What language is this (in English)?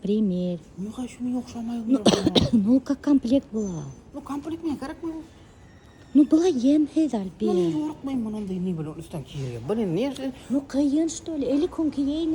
Bashkir